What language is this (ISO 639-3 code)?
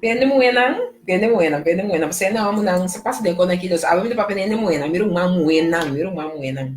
pap